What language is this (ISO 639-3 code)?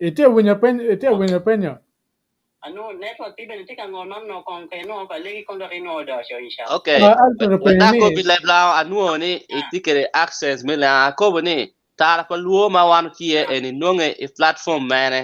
ach